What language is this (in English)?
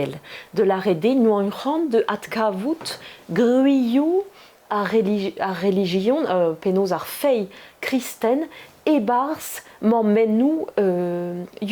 Breton